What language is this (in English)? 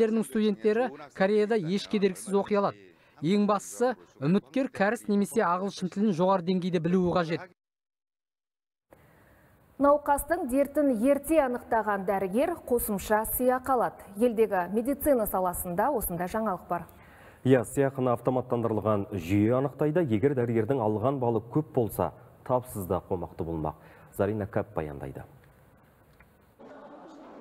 Kazakh